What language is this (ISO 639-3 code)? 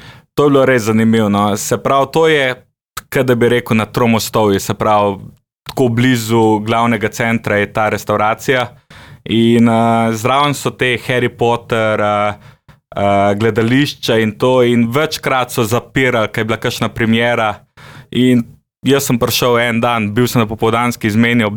slv